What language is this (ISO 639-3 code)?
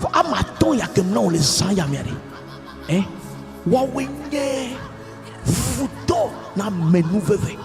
ewe